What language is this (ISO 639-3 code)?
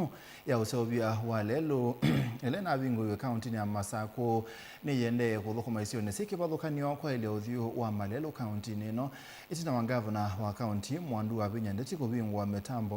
kam